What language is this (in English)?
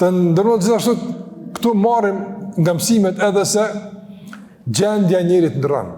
Albanian